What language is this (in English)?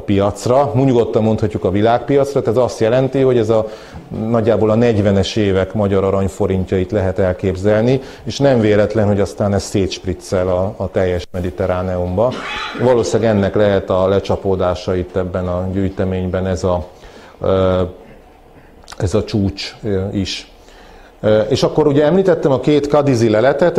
Hungarian